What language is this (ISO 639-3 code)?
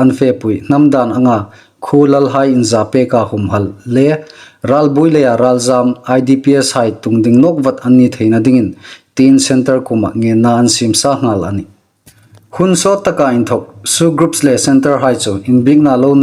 hmr